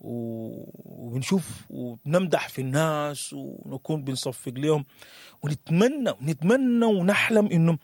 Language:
Sudanese Arabic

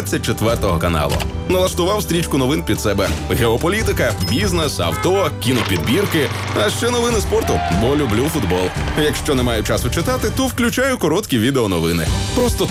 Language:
Ukrainian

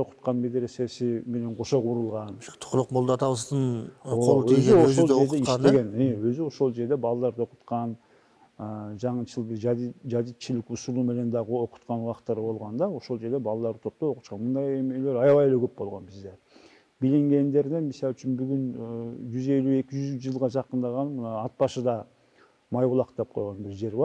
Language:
Kyrgyz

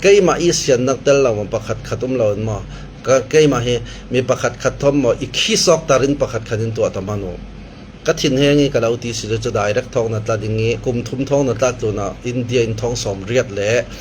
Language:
Falam Chin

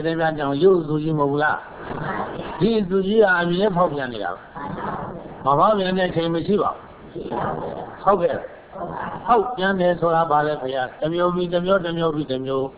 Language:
Burmese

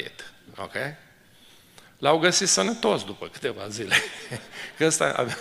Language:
Romanian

